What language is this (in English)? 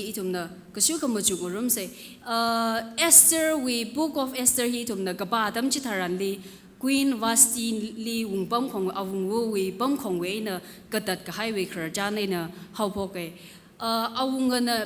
Tangkhul Naga (India)